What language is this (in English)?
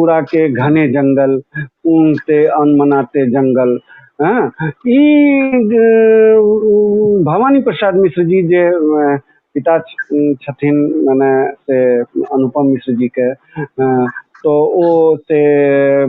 Maithili